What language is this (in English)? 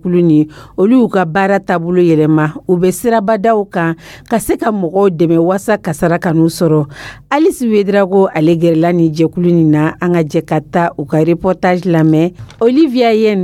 Dyula